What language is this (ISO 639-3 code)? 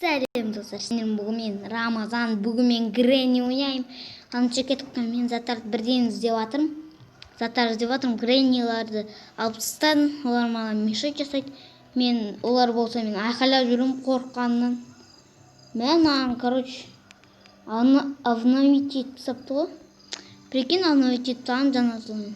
kaz